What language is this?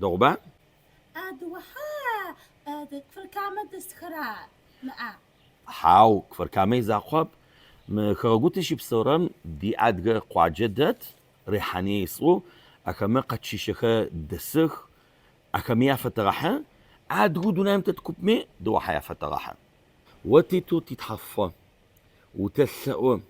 Adyghe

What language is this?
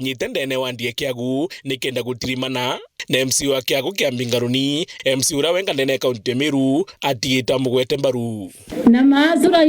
Meru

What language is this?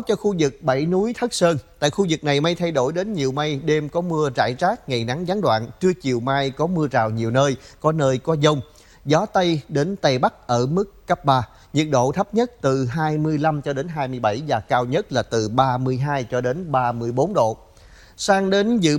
Vietnamese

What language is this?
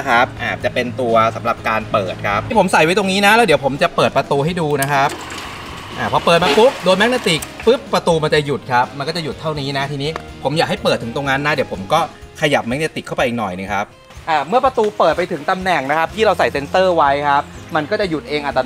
Thai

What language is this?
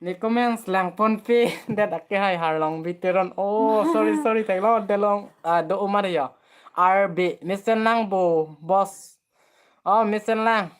Karbi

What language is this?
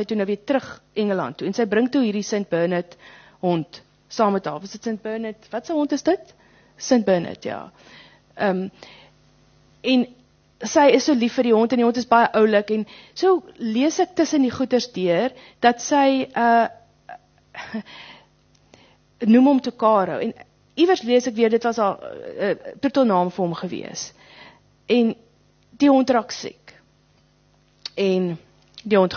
Afrikaans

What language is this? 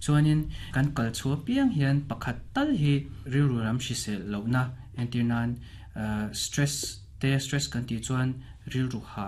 Mizo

